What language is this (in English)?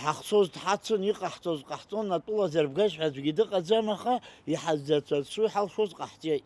Abkhazian